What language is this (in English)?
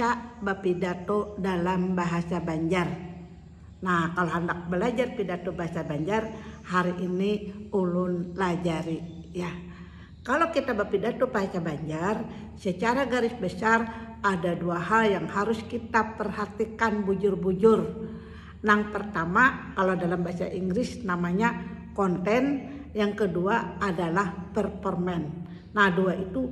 Banjar